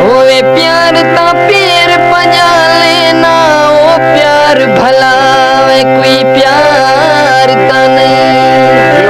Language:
Saraiki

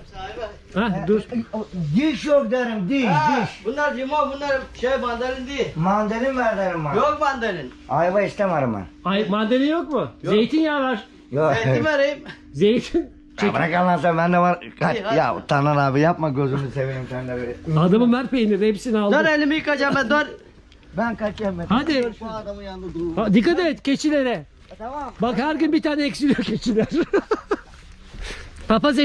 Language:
Turkish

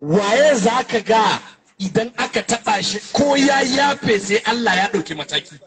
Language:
Hausa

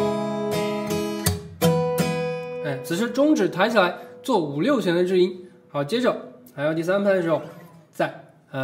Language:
Chinese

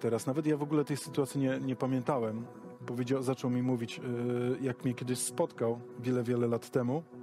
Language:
Polish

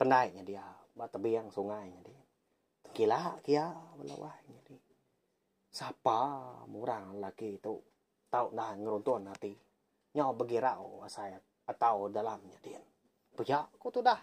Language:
Iban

